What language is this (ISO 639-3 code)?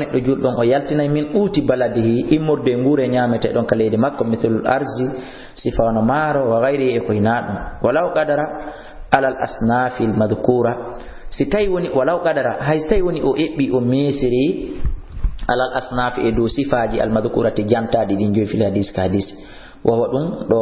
ful